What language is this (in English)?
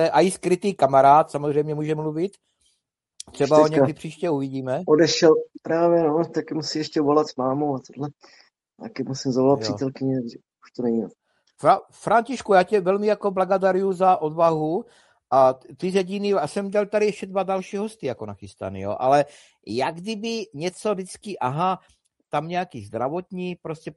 Czech